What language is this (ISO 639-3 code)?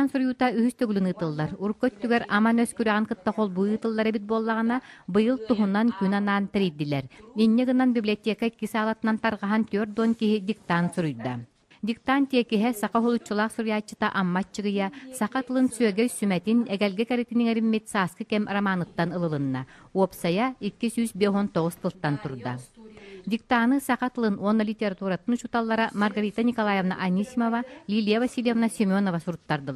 sah